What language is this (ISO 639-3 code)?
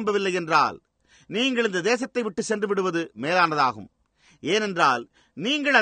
tam